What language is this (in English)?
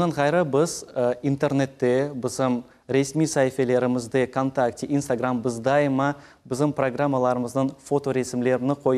Crimean Tatar